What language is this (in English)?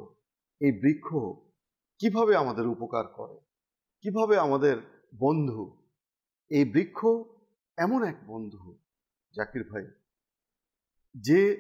Bangla